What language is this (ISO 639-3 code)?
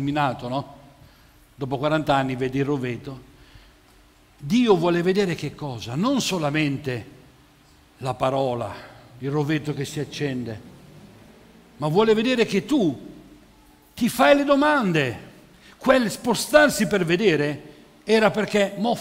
ita